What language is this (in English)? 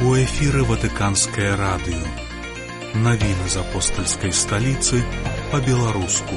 Belarusian